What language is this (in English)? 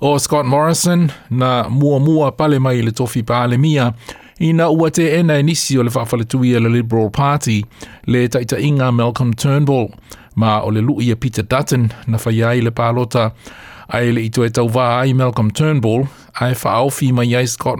Samoan